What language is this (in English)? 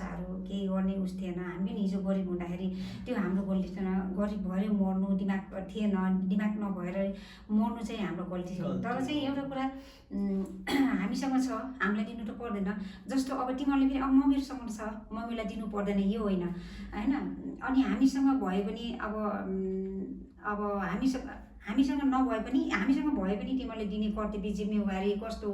Nepali